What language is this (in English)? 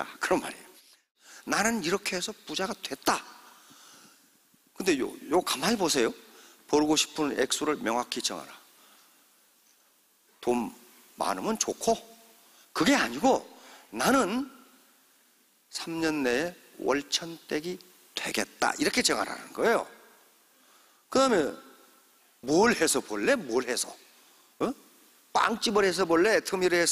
Korean